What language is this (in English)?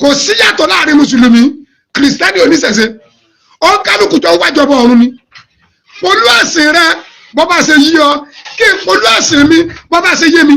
Yoruba